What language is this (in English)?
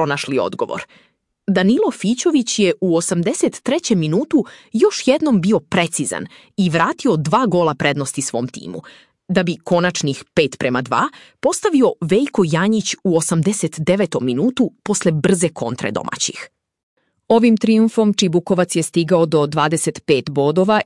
Serbian